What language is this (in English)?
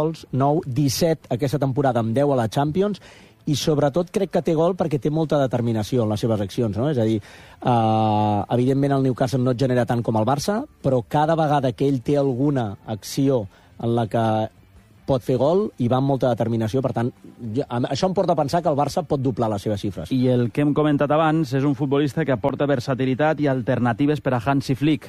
Catalan